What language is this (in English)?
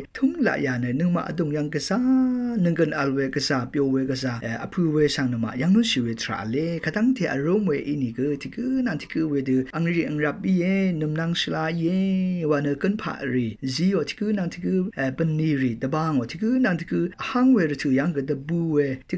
Rawang